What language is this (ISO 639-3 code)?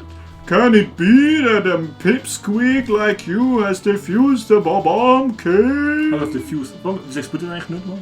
gsw